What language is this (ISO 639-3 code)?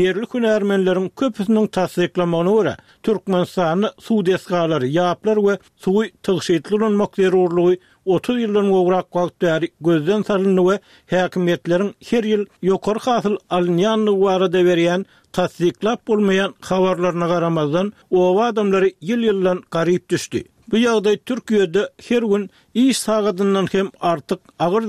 tuk